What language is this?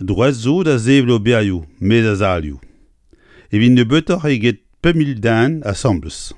Breton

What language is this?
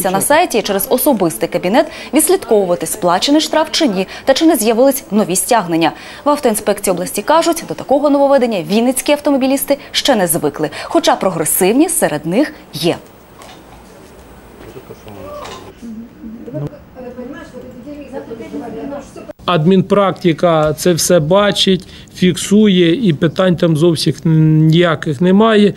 Ukrainian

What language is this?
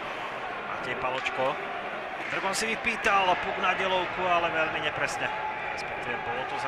Slovak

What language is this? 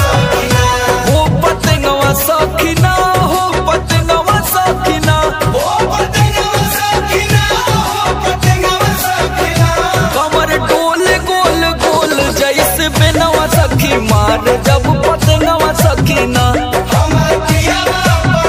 Bhojpuri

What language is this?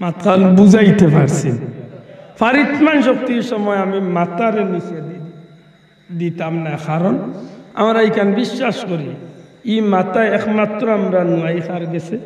Sylheti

